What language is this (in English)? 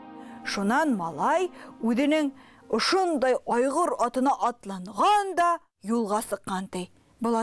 Bashkir